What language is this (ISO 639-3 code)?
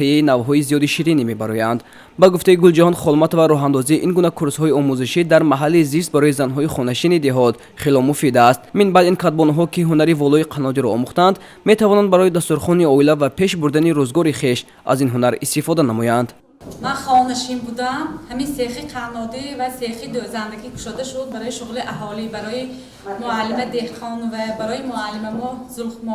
tgk